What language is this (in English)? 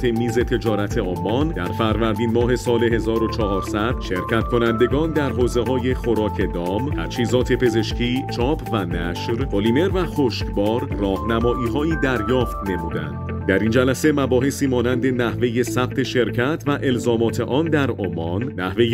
Persian